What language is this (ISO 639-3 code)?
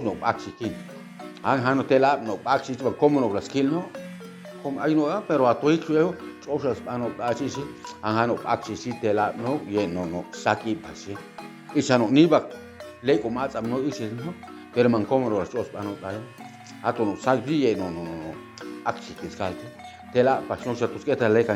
cac